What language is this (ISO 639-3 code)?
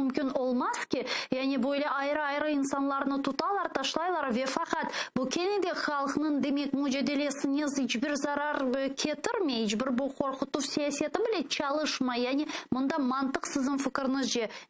crh